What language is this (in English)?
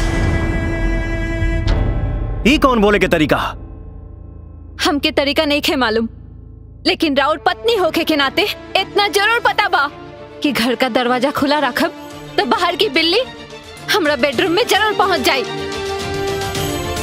Bhojpuri